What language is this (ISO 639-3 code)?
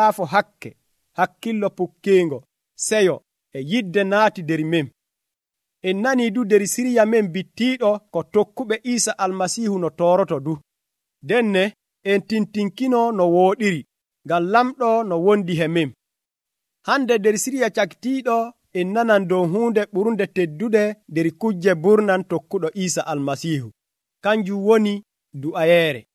fuv